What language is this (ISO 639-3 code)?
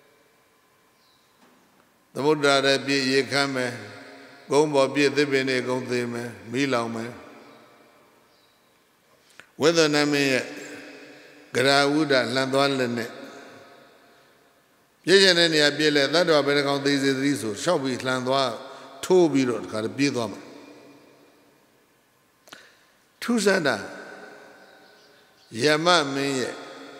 mya